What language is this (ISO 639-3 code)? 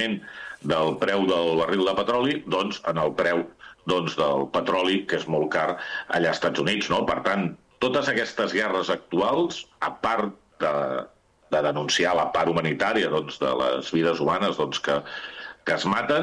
cat